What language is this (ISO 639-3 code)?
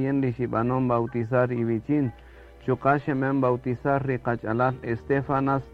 cak